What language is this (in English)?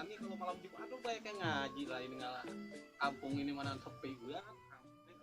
Betawi